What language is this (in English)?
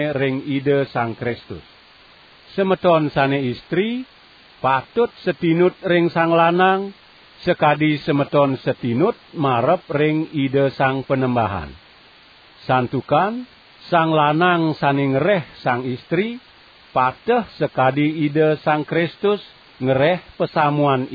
Balinese